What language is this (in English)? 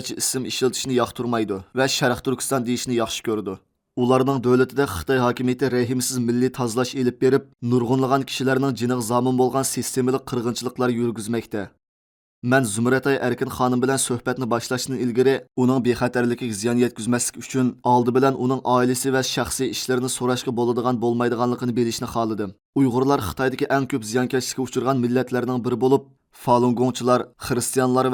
Uyghur